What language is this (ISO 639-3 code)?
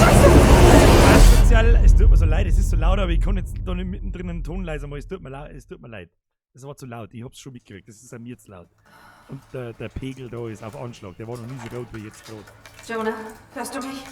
bar